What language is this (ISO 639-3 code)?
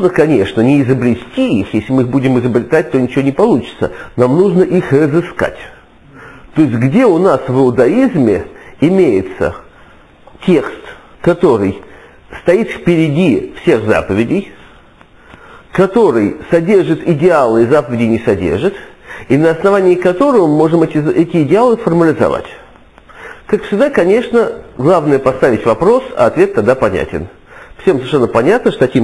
rus